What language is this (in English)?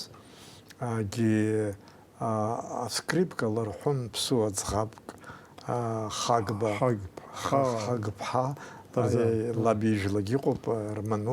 Abkhazian